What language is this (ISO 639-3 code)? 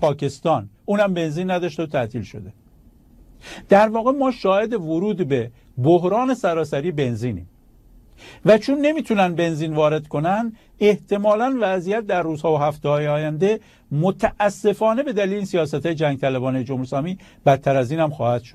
fas